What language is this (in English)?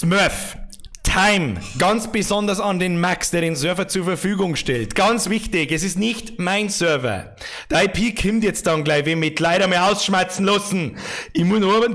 Bavarian